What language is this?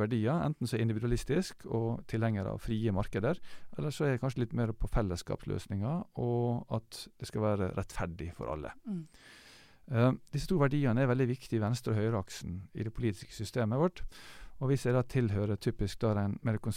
Norwegian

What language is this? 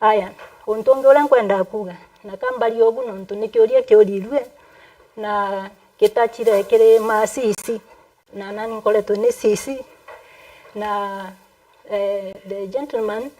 Meru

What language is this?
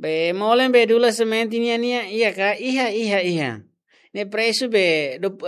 Tetum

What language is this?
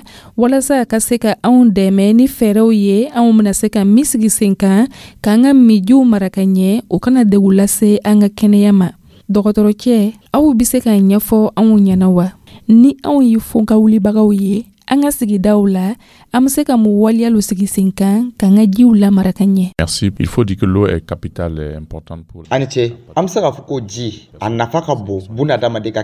Dyula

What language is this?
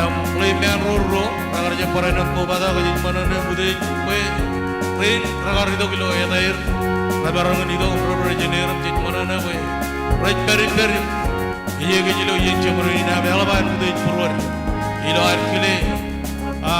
Marshallese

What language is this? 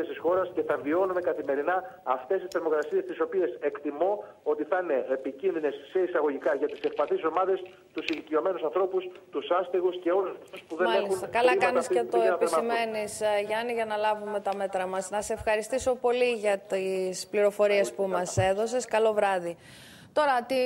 Greek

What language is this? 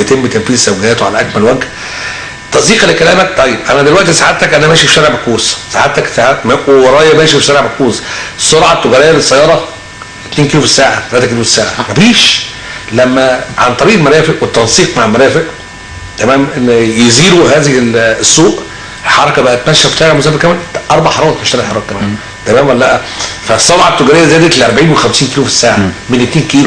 Egyptian Arabic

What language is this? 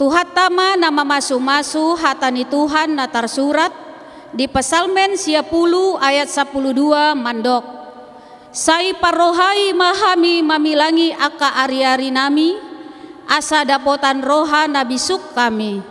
Batak Toba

